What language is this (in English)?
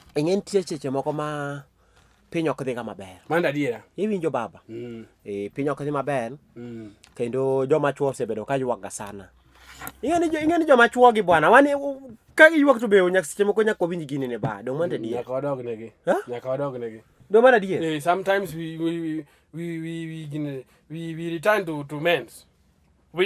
Luo (Kenya and Tanzania)